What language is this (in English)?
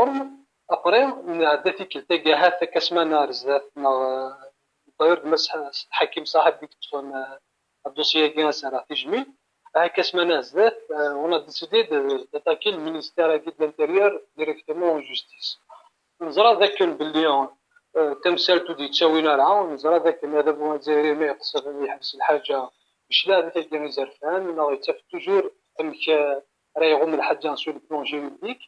Kabyle